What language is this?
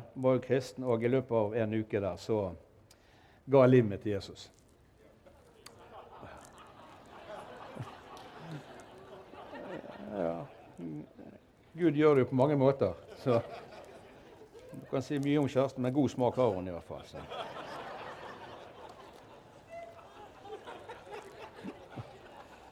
Norwegian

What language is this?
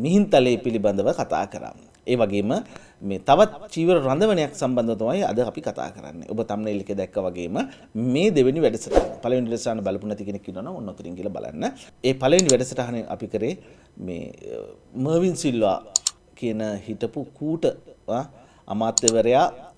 Sinhala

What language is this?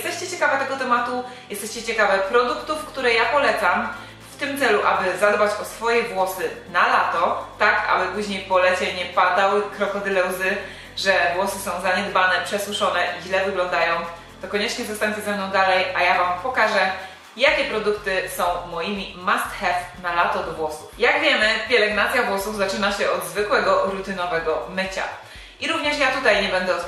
Polish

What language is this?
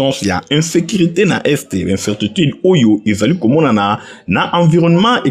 Lingala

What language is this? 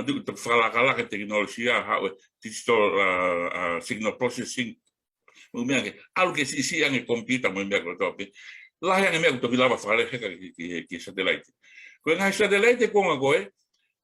Tongan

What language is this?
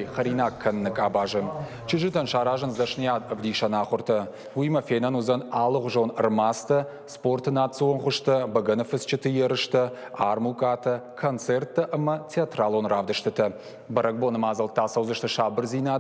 Ossetic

